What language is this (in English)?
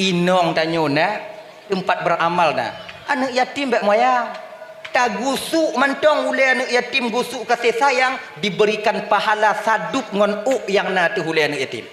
Achinese